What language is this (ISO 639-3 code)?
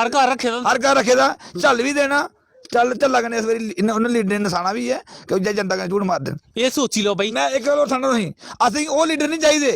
doi